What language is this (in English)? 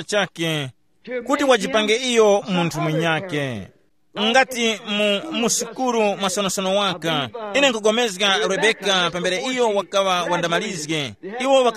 Tumbuka